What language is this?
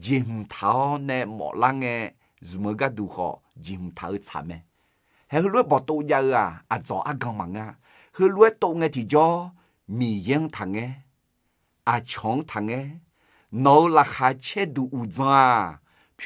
Akha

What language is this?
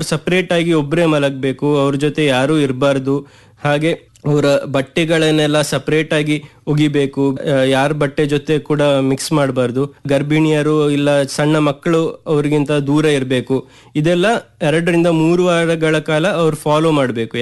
Kannada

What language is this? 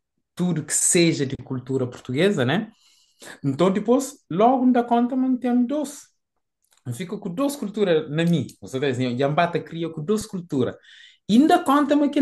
Kabuverdianu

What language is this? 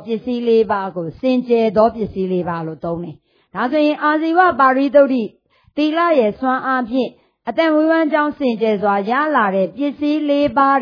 Burmese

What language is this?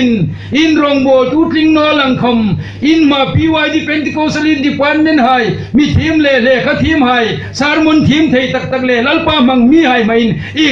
Hmar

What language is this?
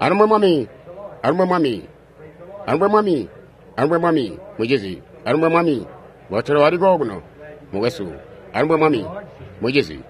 Tonga (Zambia)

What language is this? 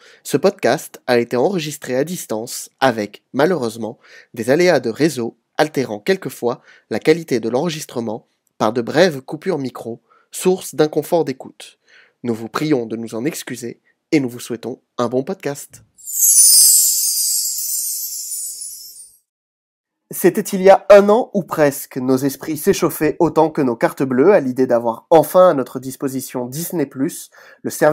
French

